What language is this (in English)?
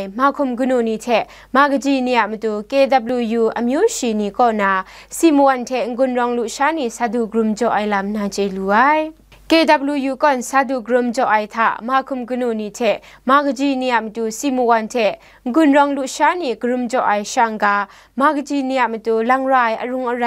Kachin